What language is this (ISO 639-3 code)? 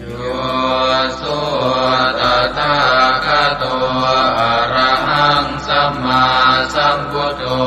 pli